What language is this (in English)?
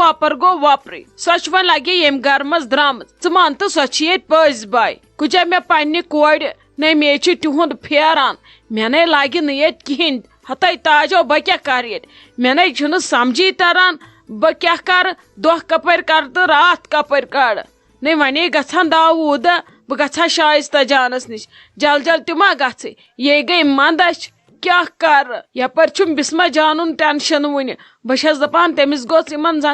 Kashmiri